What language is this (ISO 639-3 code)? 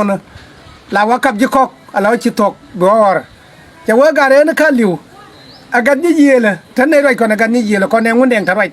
nus